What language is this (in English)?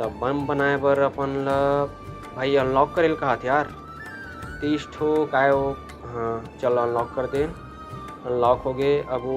Chhattisgarhi